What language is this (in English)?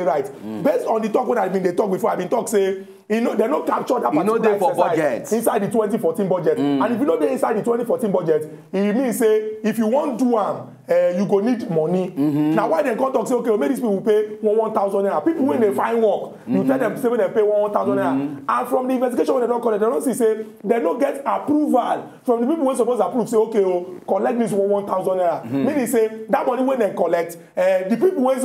Nigerian Pidgin